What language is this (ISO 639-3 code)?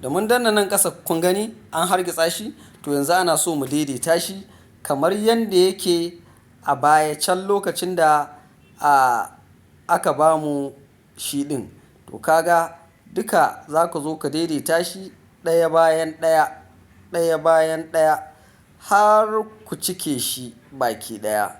hau